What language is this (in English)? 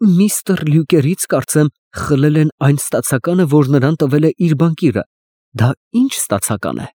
Armenian